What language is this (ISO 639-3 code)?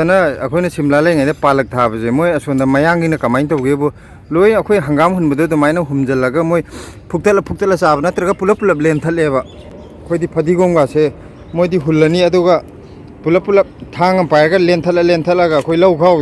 mni